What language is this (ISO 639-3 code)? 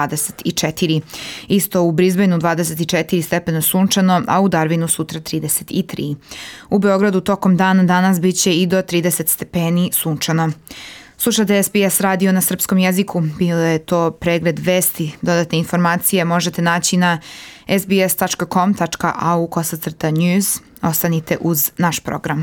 srp